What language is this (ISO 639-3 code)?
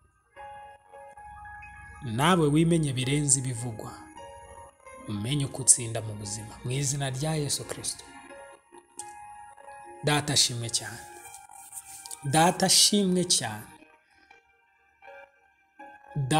kin